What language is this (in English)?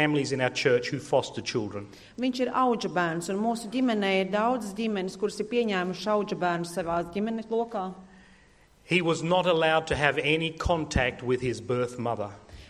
Latvian